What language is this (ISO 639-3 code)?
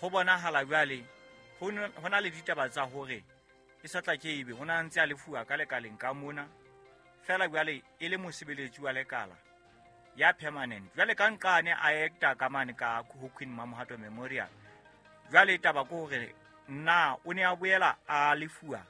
sot